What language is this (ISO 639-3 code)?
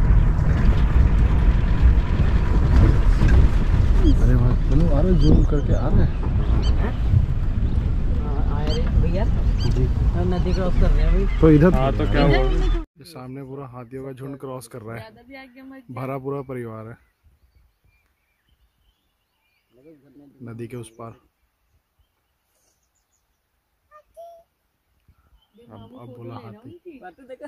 hin